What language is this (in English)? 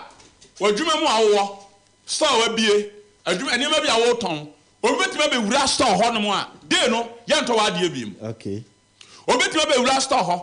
Akan